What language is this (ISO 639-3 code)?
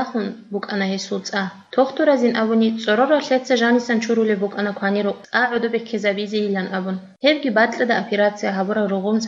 ava